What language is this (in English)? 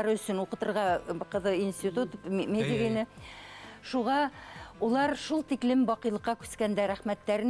Bashkir